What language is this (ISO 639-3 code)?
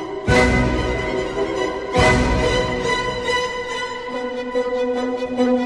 hun